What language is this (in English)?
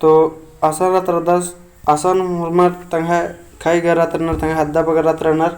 Kurukh